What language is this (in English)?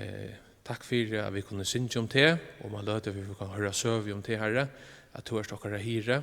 Faroese